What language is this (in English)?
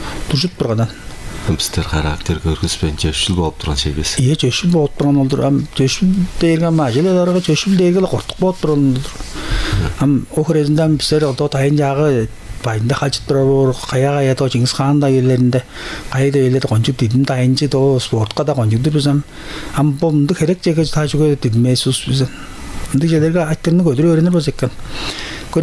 Tuvinian